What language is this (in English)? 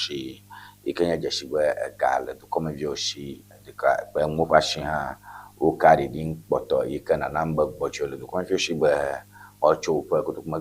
Ewe